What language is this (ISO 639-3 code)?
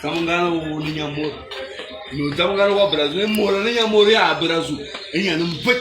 fan